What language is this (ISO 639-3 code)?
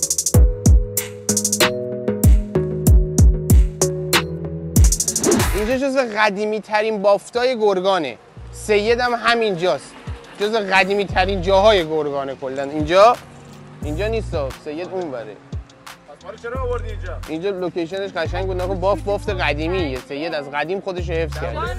fas